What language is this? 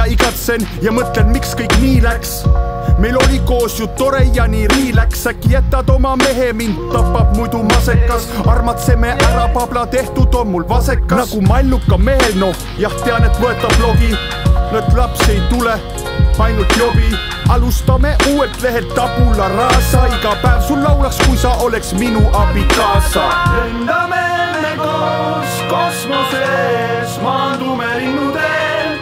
Estonian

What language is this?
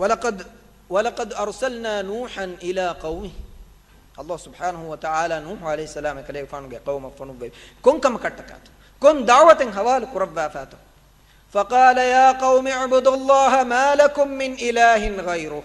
Divehi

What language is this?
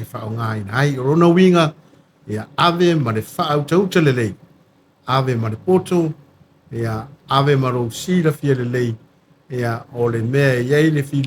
Samoan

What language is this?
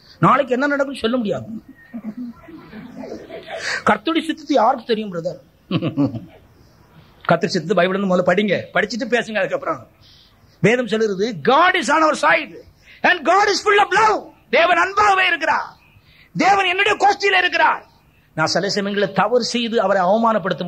Tamil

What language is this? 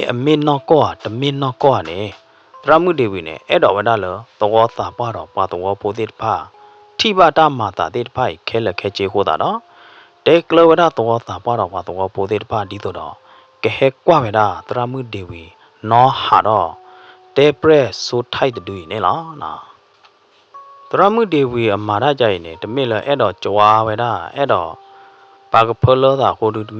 S'gaw Karen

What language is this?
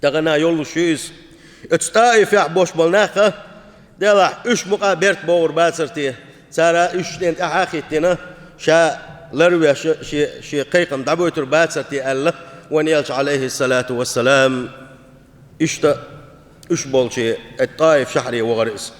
Chechen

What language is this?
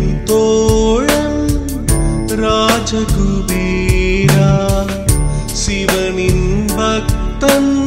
Tamil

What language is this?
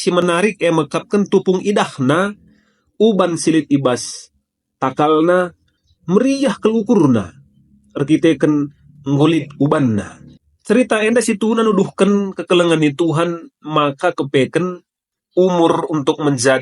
Batak Karo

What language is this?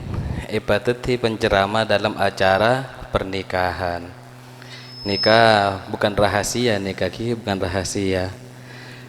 Madurese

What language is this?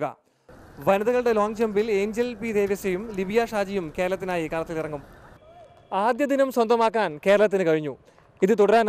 Malayalam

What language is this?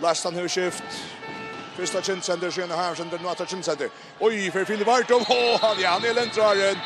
Faroese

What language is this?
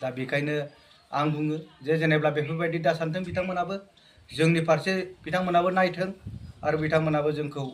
Bodo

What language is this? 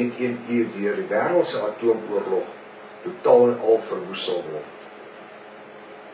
Afrikaans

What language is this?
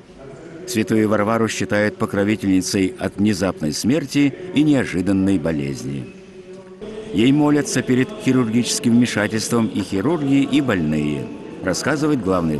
Russian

